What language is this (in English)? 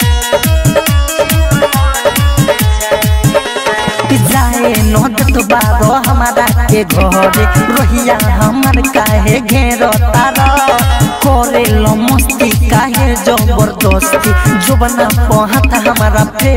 Bhojpuri